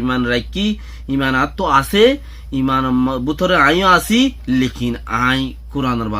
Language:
Rohingya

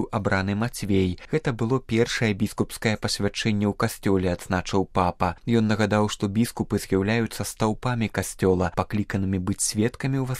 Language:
Belarusian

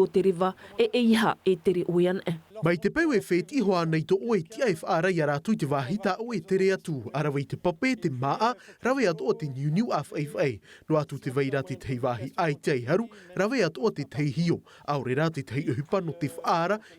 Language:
Tahitian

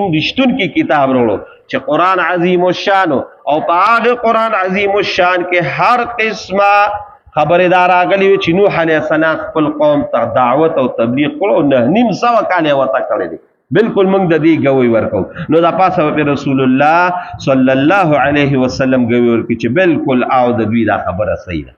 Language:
Pashto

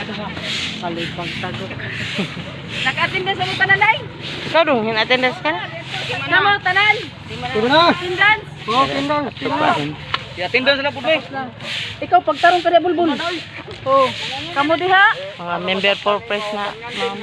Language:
Cebuano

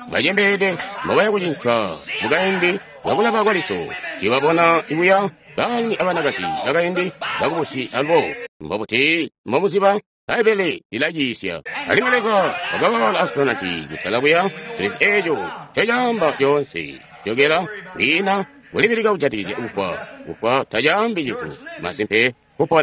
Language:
Tonga (Zambia)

